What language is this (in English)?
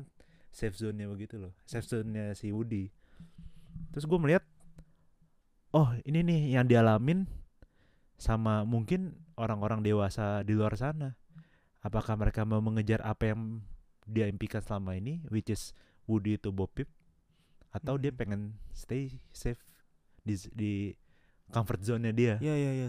Indonesian